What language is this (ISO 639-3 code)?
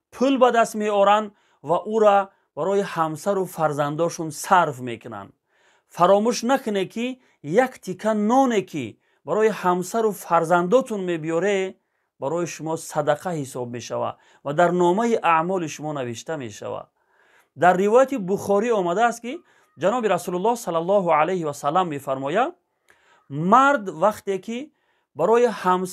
tgk